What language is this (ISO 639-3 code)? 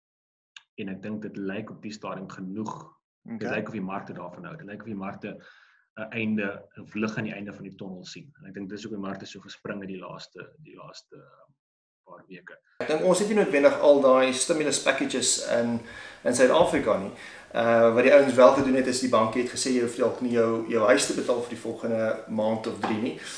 afr